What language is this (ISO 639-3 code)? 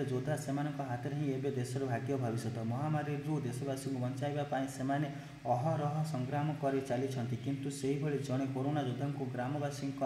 ori